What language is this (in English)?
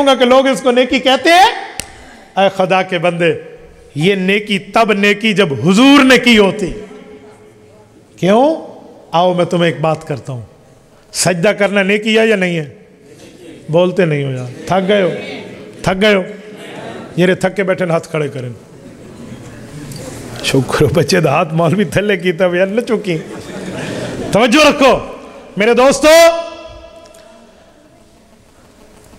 Urdu